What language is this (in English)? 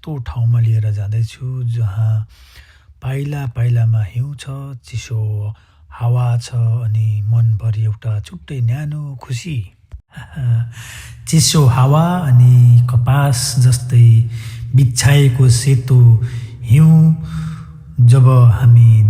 Nepali